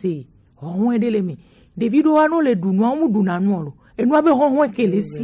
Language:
Gen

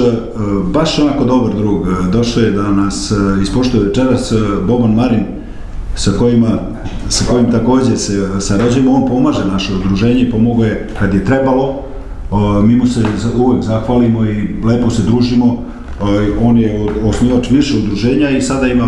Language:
Serbian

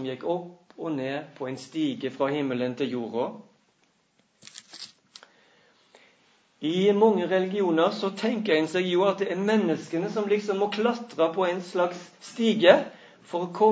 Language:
Norwegian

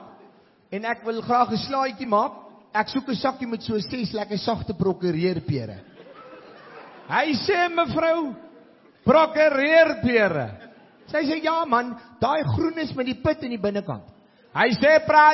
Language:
Afrikaans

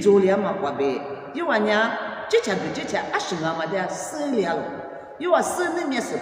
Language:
Lisu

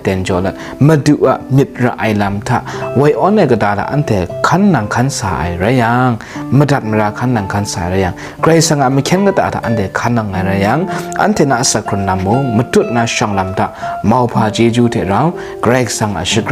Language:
Kachin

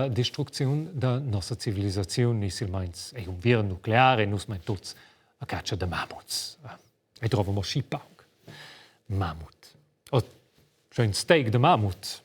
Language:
Romansh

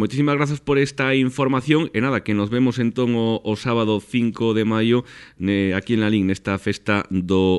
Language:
Galician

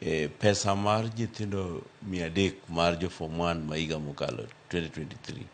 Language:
Luo (Kenya and Tanzania)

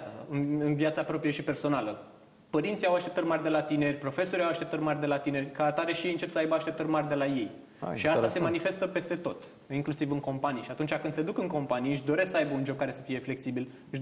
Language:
Romanian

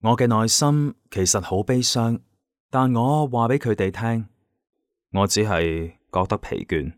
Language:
Cantonese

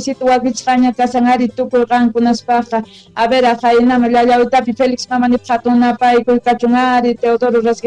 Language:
Quechua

